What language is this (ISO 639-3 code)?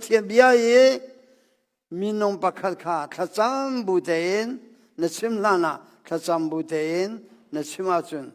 cnh